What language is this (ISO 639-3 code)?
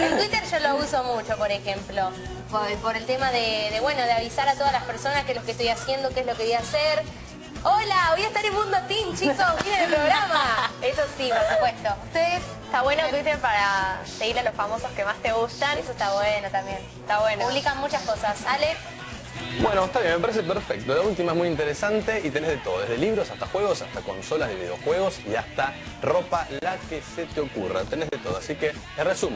spa